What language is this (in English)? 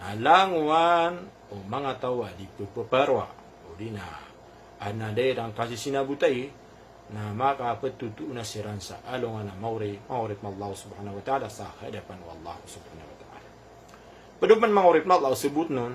Maranao